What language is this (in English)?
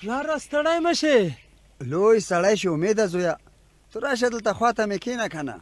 Pashto